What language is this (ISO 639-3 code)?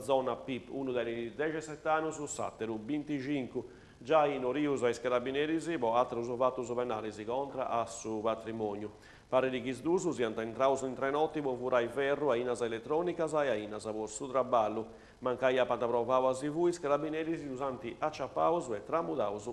srd